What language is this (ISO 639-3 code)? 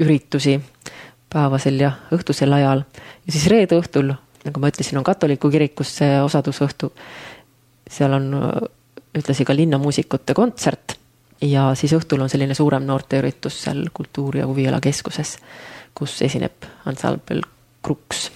est